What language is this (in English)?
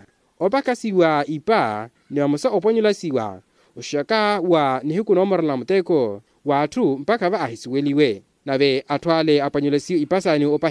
Makhuwa